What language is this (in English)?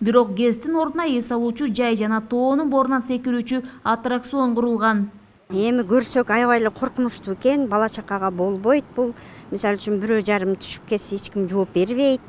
Kyrgyz